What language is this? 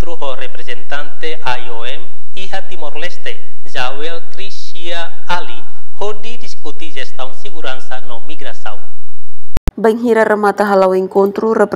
Tetum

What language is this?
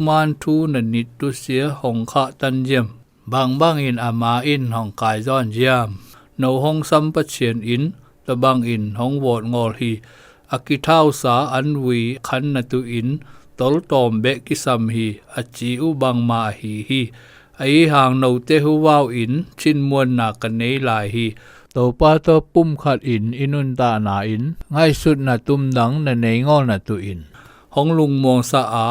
Zou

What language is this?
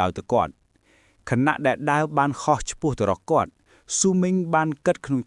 Khmer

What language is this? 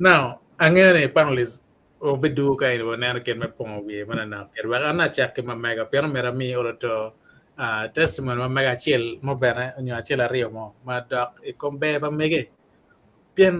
Acoli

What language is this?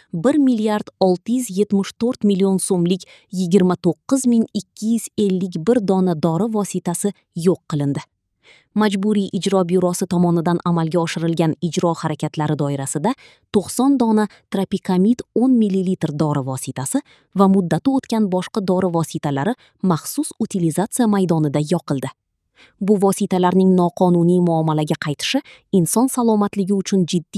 Uzbek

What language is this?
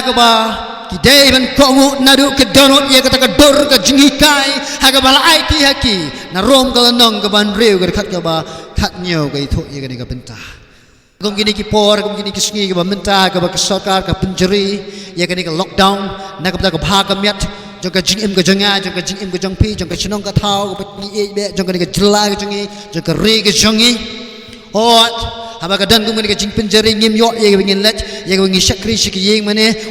Khasi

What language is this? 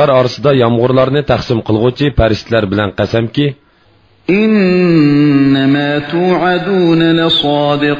Uyghur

